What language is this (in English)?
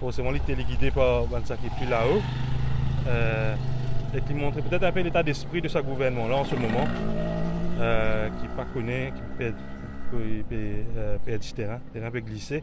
Morisyen